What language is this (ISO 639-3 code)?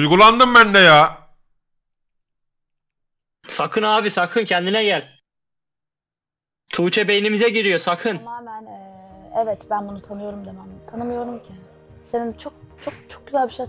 tur